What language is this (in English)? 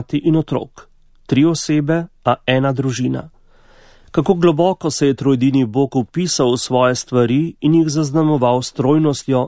Slovenian